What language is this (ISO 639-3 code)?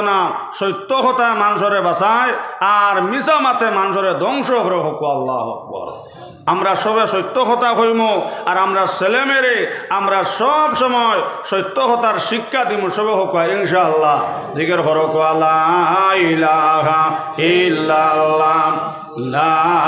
syl